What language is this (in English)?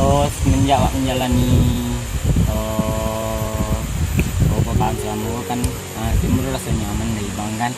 Minangkabau